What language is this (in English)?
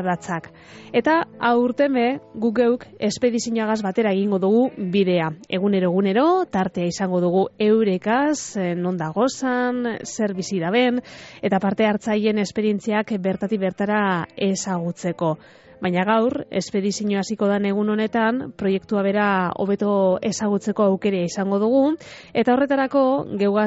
Basque